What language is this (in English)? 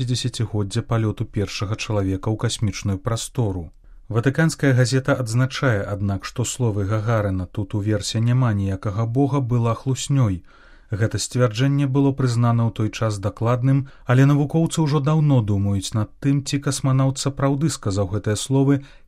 Belarusian